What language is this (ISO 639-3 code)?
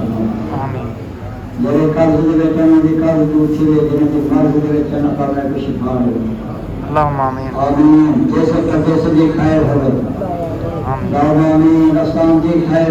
skr